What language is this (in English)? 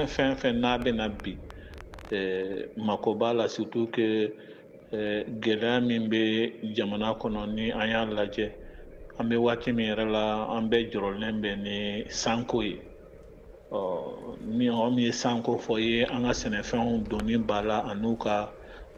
Bambara